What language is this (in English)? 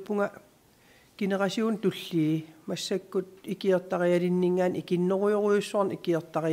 Kalaallisut